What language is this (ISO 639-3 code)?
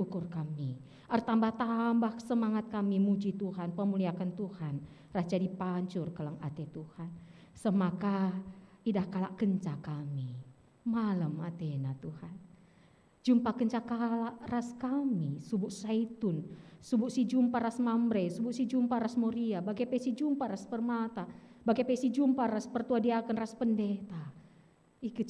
btx